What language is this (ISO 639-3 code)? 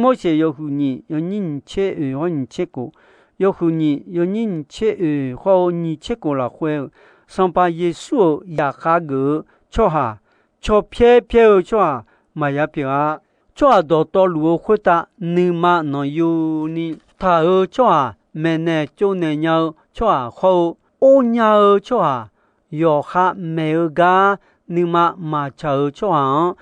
ahk